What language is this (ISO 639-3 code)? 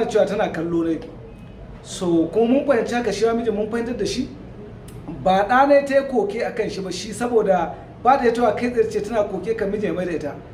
hau